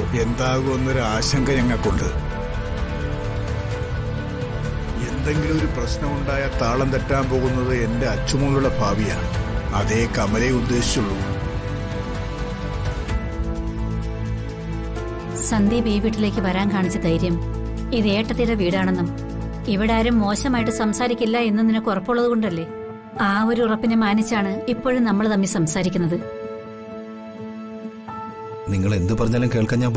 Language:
Malayalam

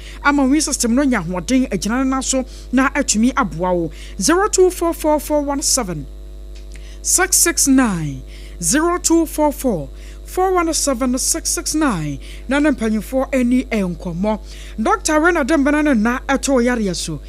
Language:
Akan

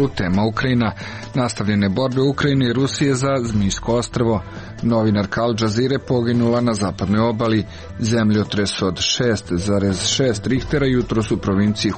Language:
Serbian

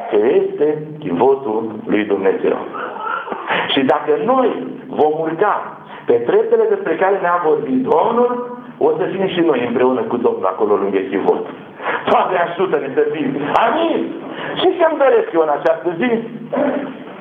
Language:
Romanian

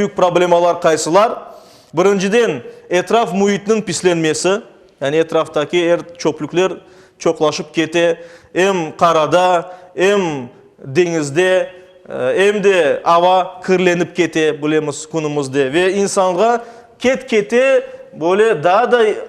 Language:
Crimean Tatar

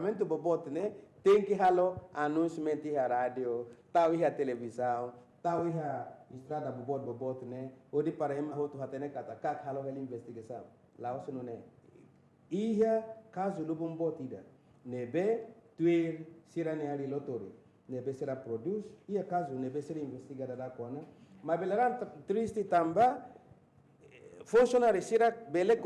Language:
Tetum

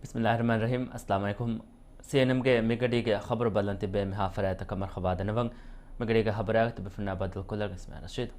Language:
Divehi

